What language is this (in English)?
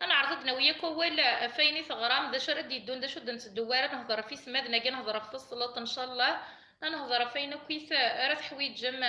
Kabyle